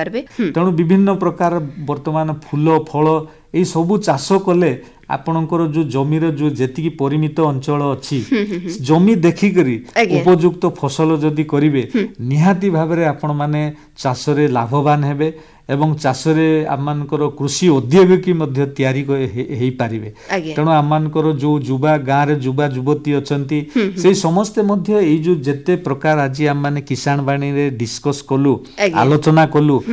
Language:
Odia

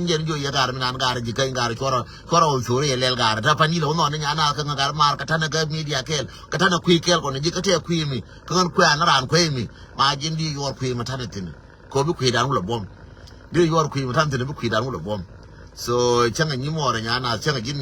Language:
Nuer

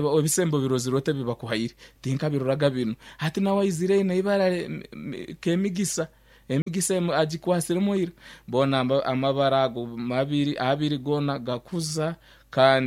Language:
Nyankole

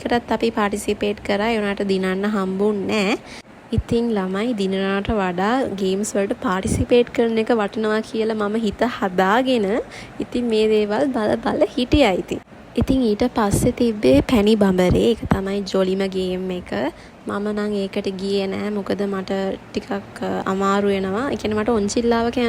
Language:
Sinhala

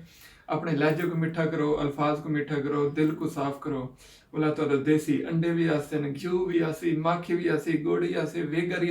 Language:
Saraiki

